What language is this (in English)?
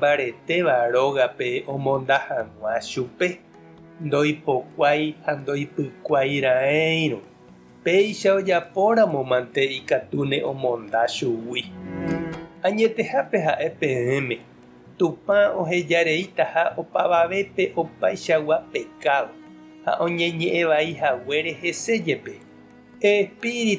Guarani